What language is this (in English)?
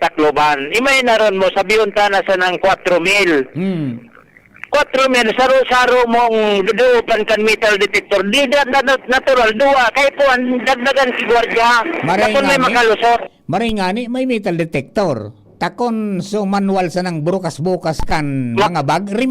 Bikol